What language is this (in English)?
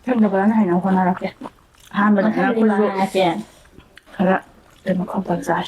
Manipuri